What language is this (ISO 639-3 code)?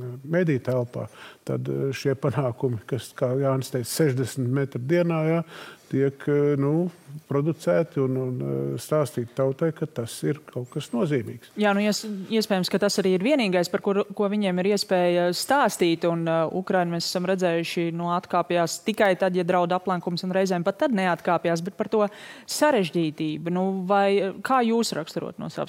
lav